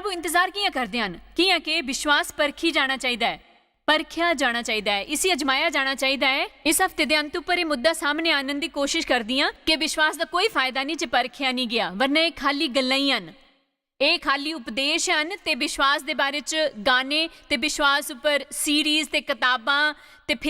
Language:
Dogri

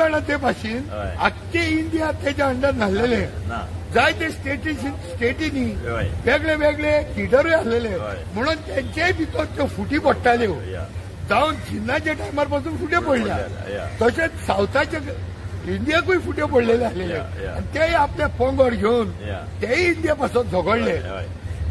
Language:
Konkani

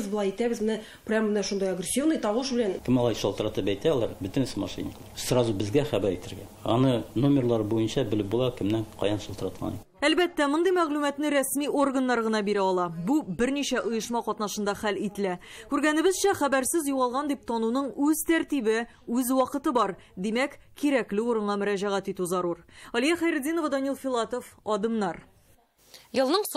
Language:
Tatar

